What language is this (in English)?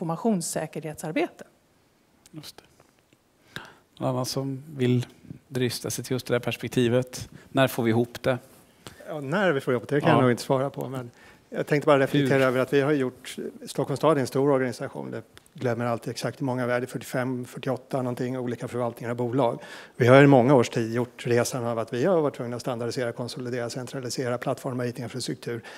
Swedish